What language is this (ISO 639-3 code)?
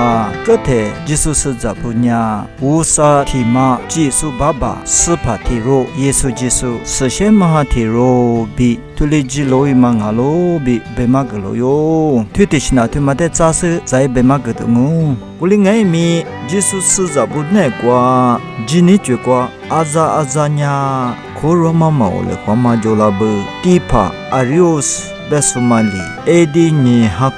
lis